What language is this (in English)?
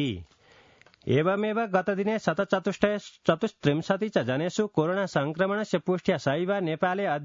Sanskrit